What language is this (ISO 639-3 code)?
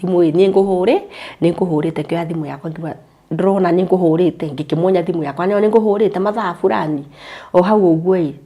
kik